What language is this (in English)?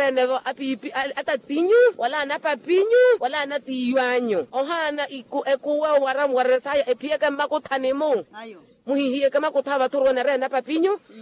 Makhuwa